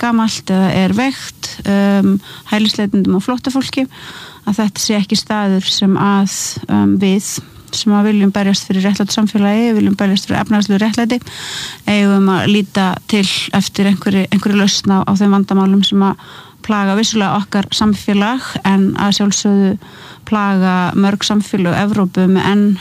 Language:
Icelandic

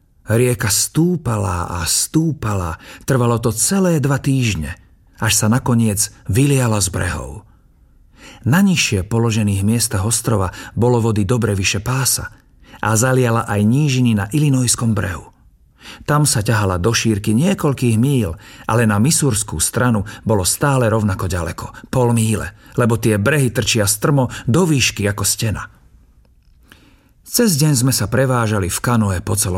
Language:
Slovak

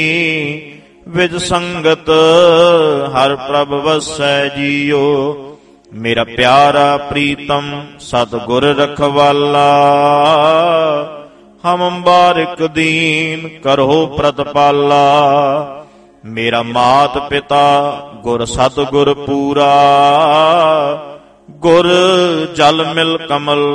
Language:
Punjabi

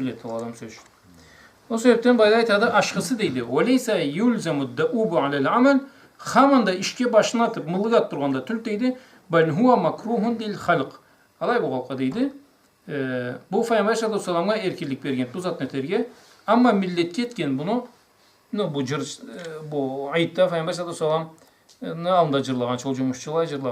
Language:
Karachay-Balkar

